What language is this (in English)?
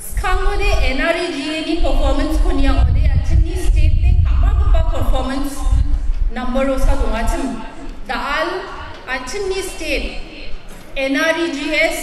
Garo